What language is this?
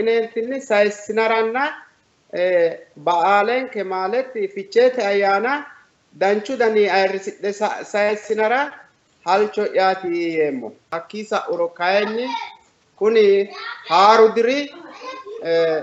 Sidamo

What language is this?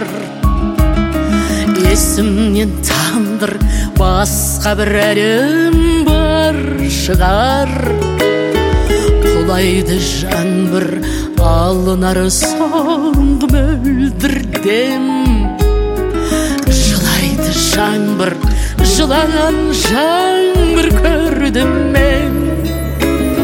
Kazakh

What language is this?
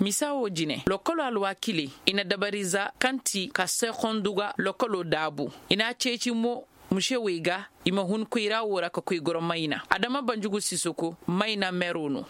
Koyraboro Senni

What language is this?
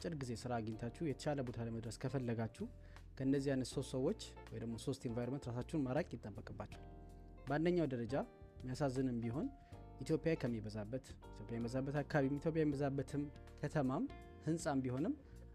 Amharic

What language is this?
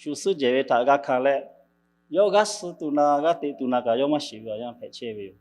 Lahu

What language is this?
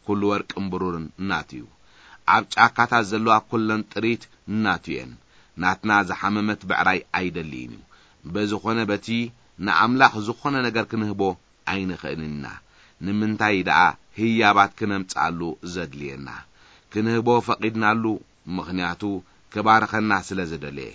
Tigrinya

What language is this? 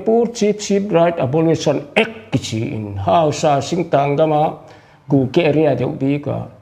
Paite Chin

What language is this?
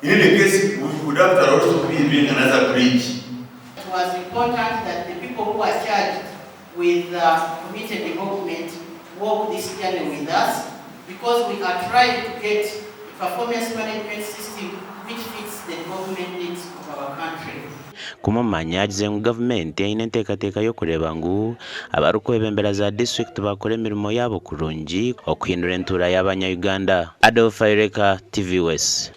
Nyankole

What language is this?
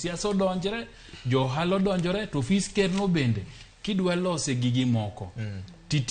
Luo (Kenya and Tanzania)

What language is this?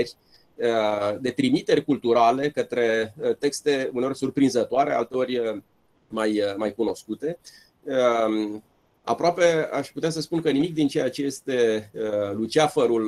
Romanian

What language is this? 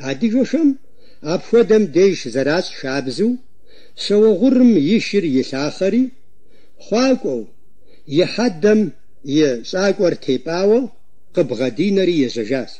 Kabardian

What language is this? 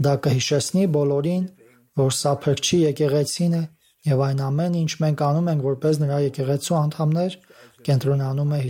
Armenian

